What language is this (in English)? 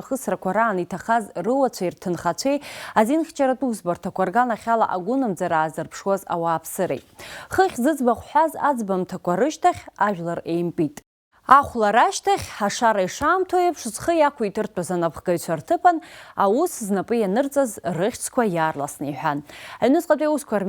Abkhazian